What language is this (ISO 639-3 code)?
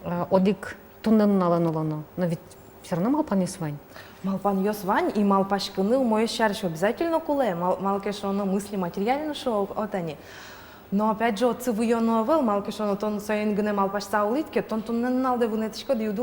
udm